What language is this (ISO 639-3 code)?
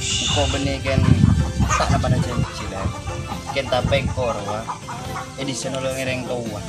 mad